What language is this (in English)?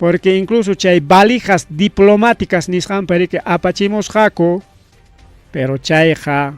Ayacucho Quechua